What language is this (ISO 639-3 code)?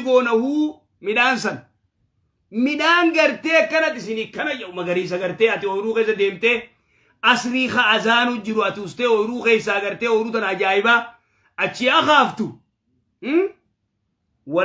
orm